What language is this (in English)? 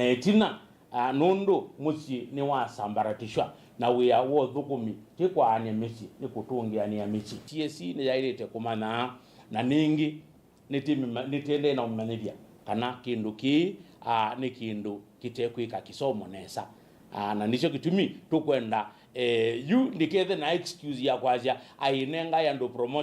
Kamba